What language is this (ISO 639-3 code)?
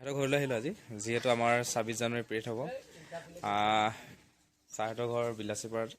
asm